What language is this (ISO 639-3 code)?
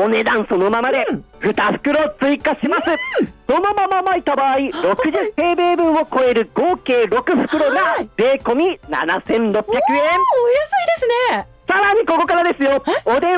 jpn